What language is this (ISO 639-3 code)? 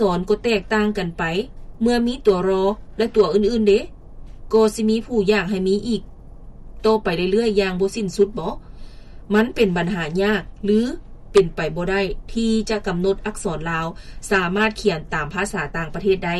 lao